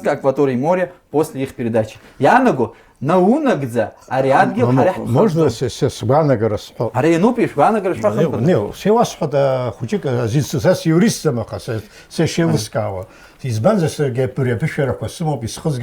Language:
Abkhazian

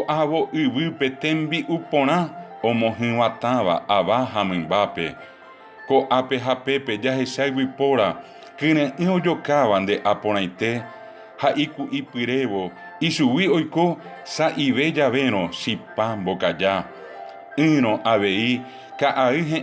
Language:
Guarani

